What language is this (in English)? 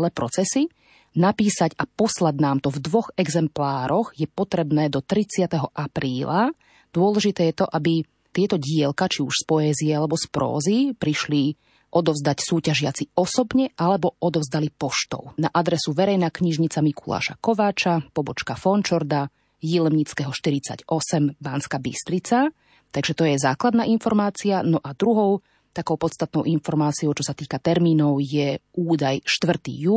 Slovak